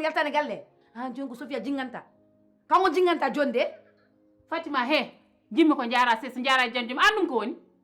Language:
Fula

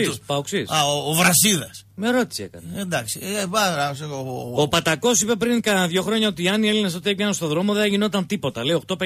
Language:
Greek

